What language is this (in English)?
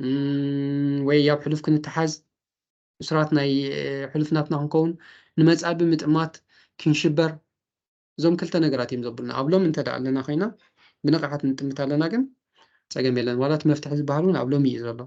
Tigrinya